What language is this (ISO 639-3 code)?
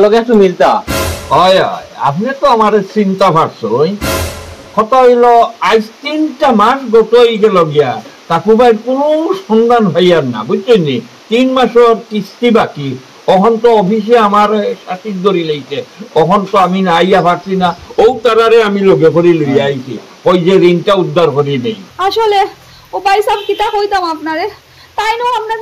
syl